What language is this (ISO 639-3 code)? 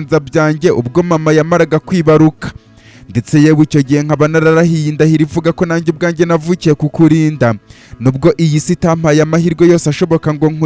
kin